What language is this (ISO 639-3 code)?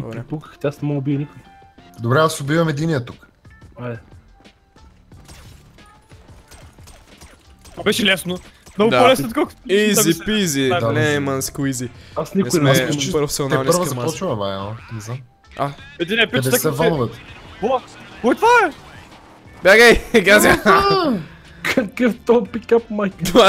bul